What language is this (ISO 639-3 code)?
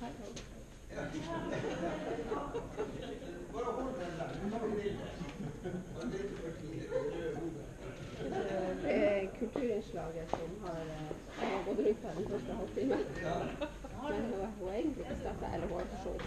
nor